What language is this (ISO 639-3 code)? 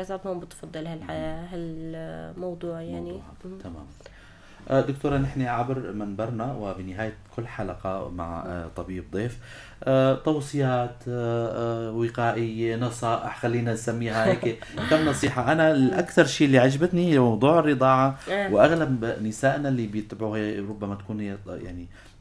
apc